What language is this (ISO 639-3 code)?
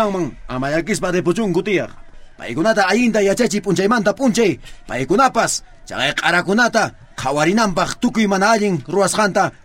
quh